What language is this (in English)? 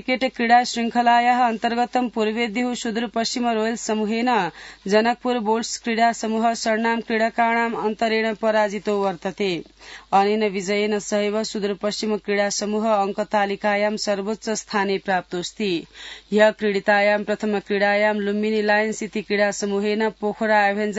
Sanskrit